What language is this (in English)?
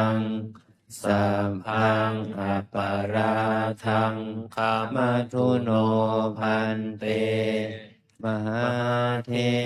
Pali